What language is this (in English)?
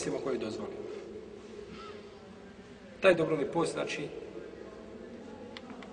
Bosnian